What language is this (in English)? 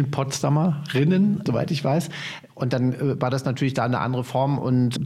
German